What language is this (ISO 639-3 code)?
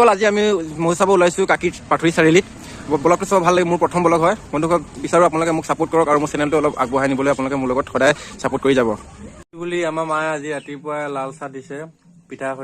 asm